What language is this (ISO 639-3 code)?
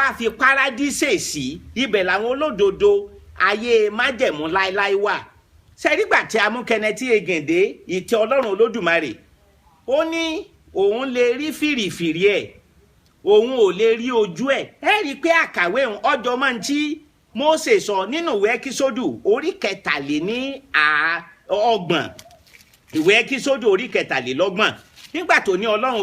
yor